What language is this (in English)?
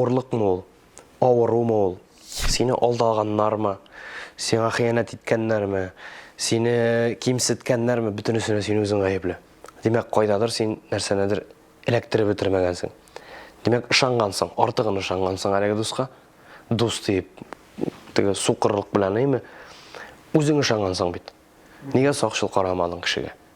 Tatar